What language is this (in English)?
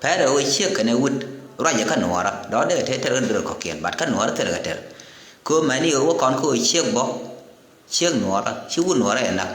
Nuer